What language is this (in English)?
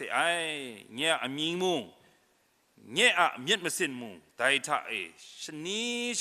Kachin